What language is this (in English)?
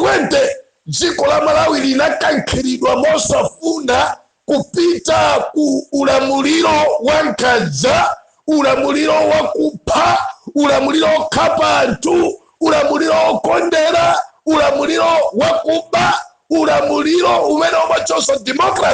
Nyanja